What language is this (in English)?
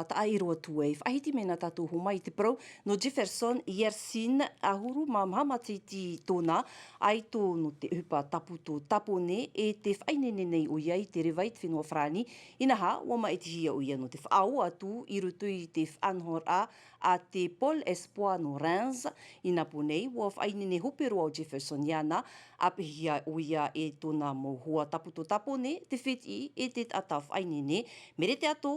Tahitian